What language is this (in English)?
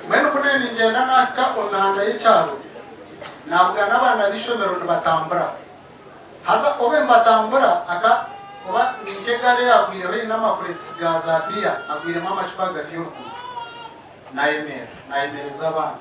Nyankole